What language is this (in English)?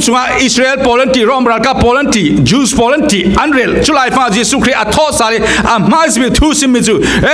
Falam Chin